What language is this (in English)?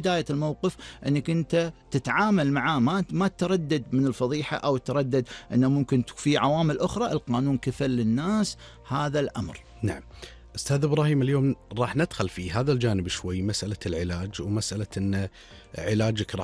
Gulf Arabic